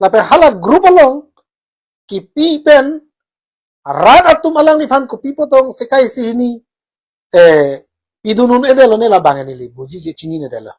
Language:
Karbi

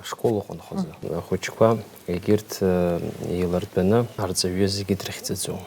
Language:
Abkhazian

